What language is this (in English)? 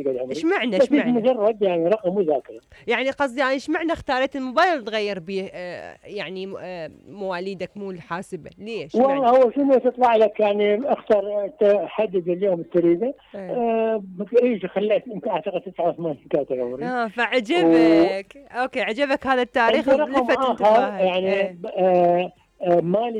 Mesopotamian Arabic